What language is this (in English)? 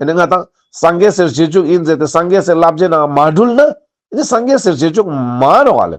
Ladakhi